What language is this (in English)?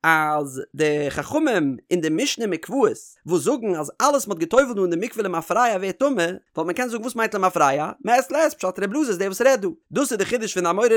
Yiddish